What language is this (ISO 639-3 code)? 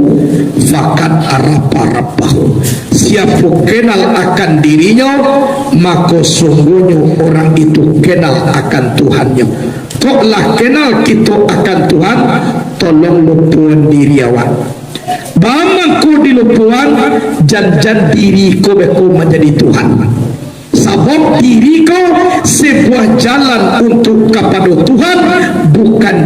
min